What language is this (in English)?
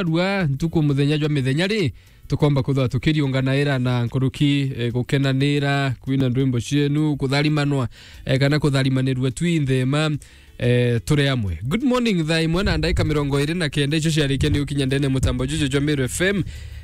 Meru